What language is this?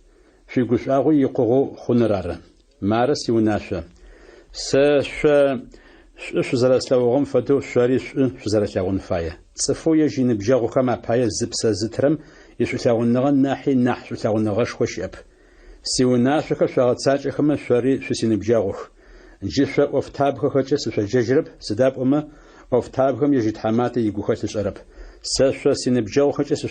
Adyghe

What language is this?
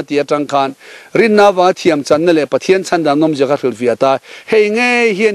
Mizo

